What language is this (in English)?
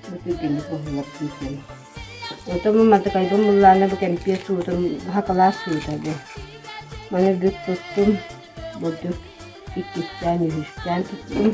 Yakut